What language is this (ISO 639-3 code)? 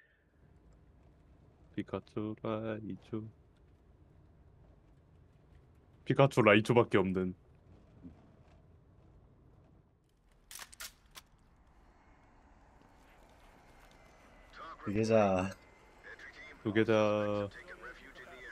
kor